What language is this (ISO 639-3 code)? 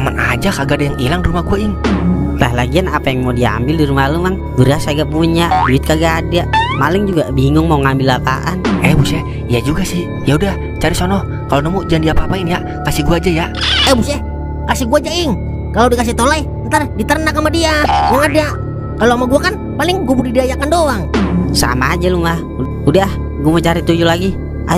bew